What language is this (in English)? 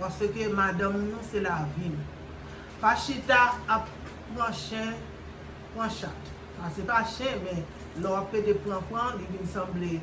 Haitian Creole